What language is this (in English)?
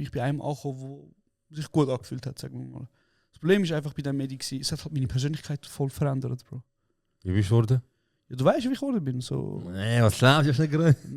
Swiss German